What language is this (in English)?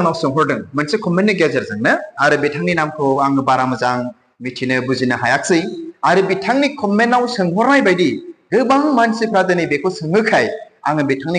Bodo